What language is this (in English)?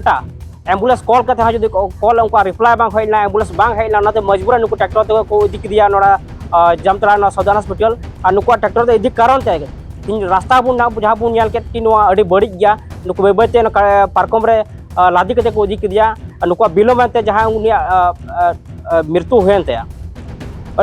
Santali